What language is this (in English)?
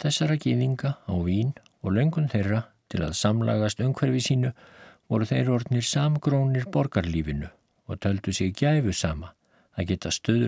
Icelandic